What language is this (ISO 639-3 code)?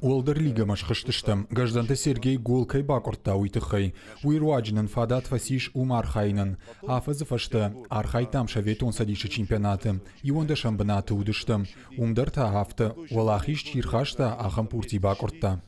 oss